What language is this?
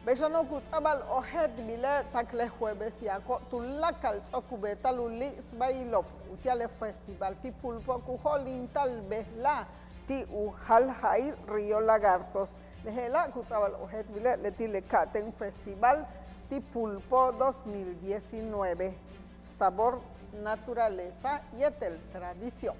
Yucateco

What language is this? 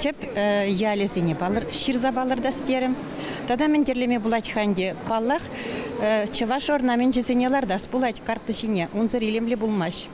Chuvash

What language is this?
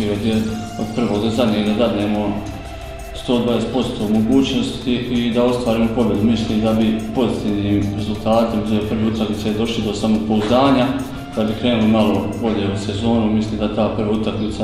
Croatian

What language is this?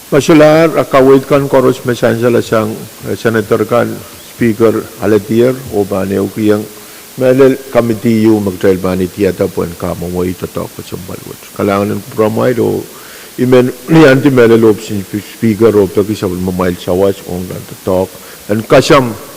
Pohnpeian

